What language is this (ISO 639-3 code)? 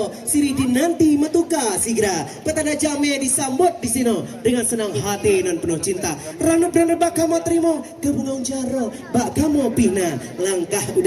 ace